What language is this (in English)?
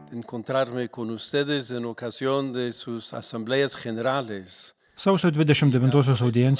Lithuanian